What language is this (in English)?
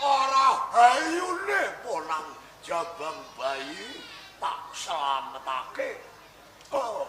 Javanese